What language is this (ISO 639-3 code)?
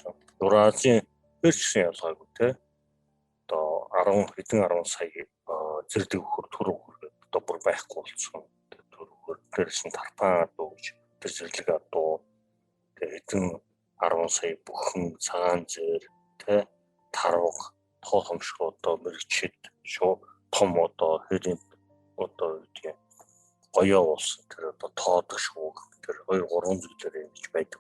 mon